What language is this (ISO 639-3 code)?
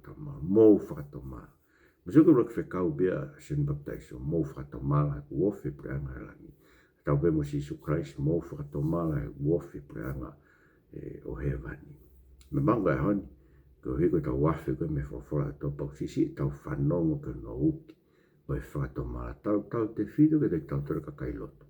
ton